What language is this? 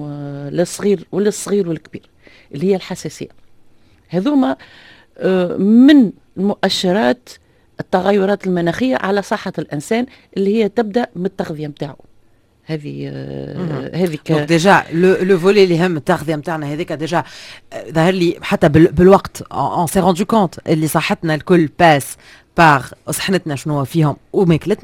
Tunisian Arabic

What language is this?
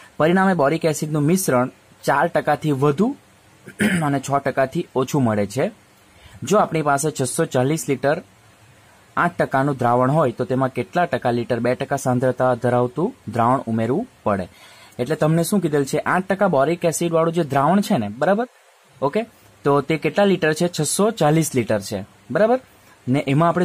Gujarati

